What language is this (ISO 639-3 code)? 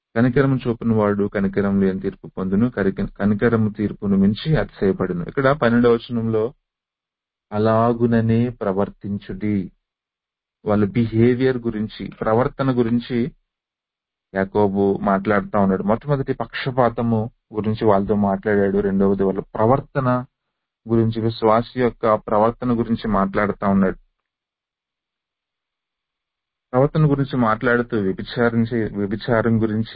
tel